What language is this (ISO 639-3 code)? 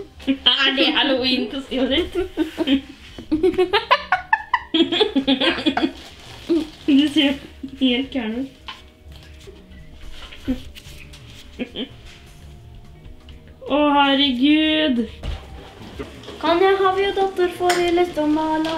nor